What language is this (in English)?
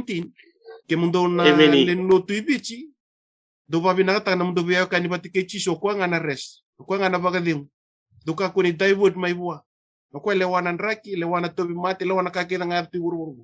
Fijian